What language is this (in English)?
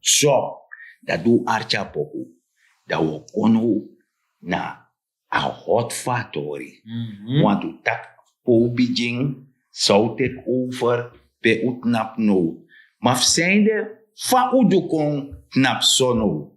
Sranan Tongo